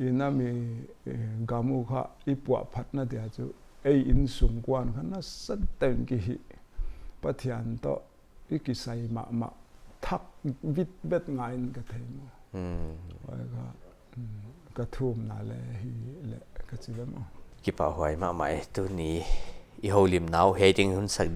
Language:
Paite Chin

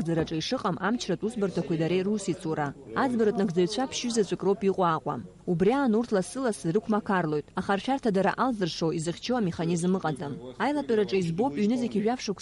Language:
Abkhazian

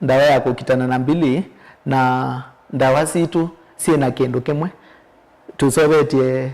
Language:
Kamba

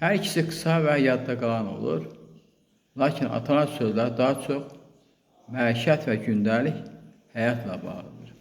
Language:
Azerbaijani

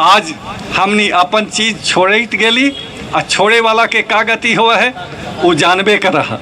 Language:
Magahi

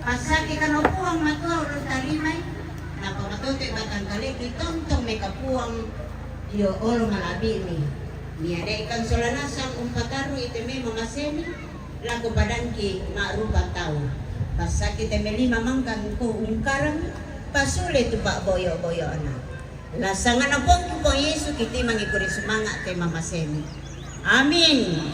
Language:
Toraja-Sa'dan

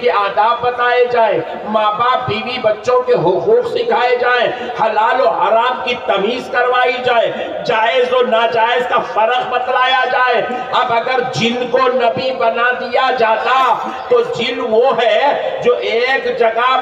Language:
Urdu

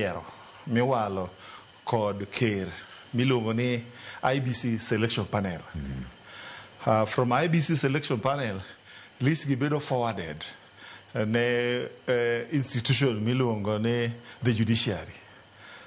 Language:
Luo (Kenya and Tanzania)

